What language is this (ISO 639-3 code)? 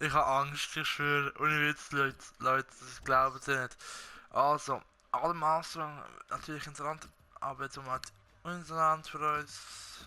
gsw